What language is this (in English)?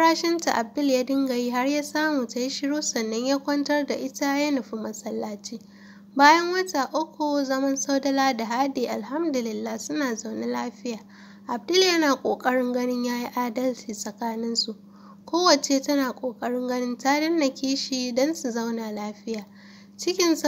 Hausa